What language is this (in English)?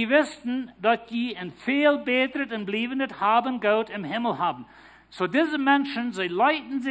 Plautdietsch